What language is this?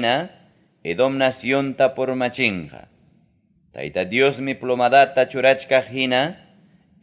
Ayacucho Quechua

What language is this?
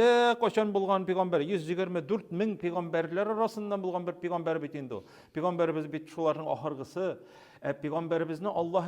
Tatar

